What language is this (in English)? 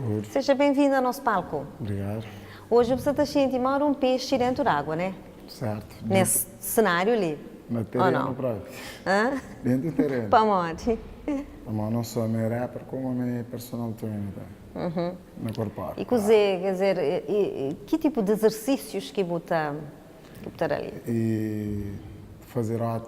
Kabuverdianu